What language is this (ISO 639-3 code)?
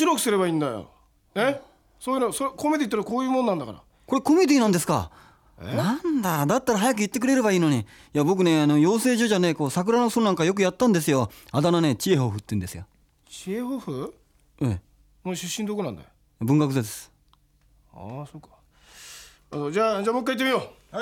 jpn